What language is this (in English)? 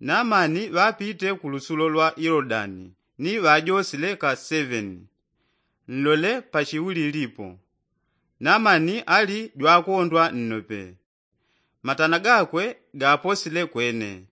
Yao